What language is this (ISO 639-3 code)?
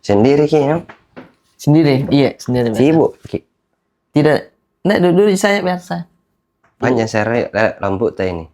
mfp